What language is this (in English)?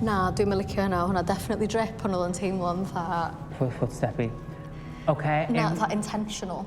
Welsh